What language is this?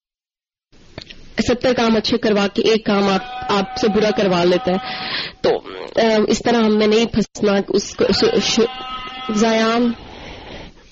Urdu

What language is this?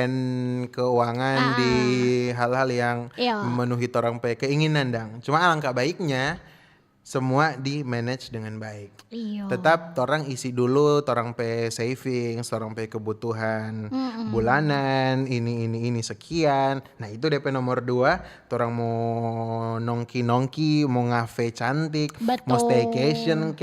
Manado Malay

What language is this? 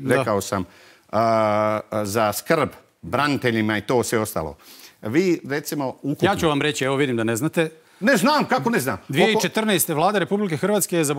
Croatian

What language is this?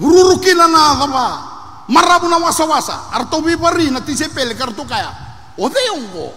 Fijian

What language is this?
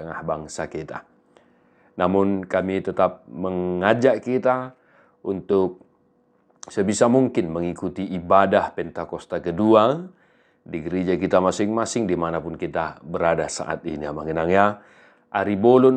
Batak Toba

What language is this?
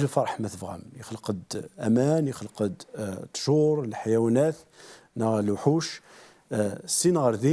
Kabyle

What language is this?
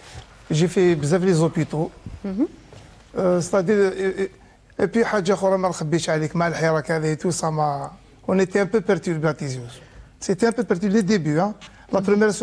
Algerian Arabic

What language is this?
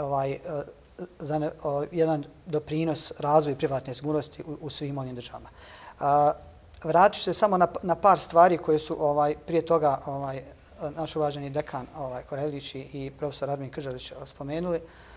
Bosnian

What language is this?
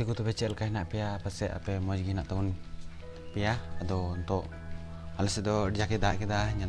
Santali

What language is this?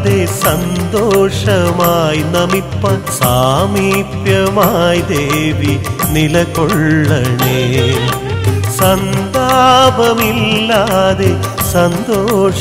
Malayalam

